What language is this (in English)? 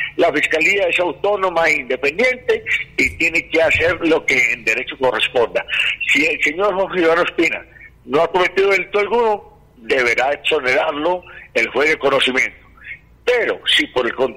Spanish